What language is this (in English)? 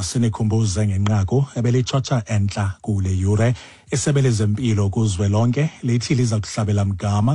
Xhosa